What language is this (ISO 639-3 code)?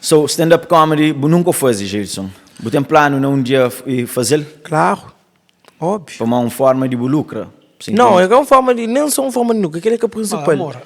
kea